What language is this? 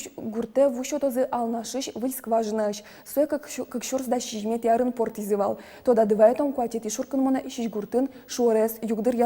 Udmurt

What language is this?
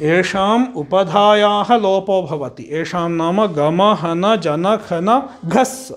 Sanskrit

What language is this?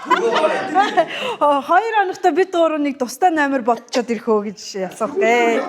Mongolian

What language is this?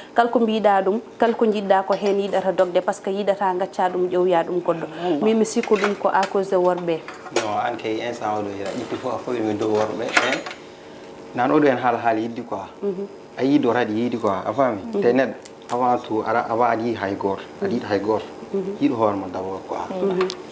Fula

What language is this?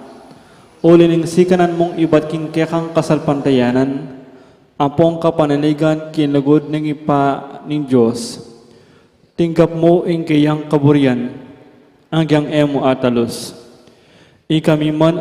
Pampanga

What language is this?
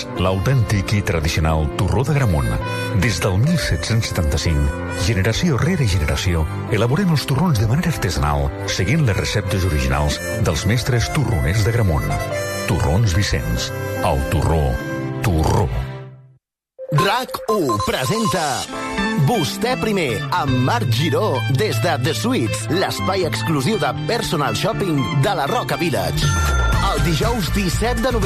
Catalan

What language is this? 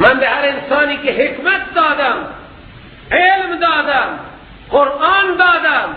Persian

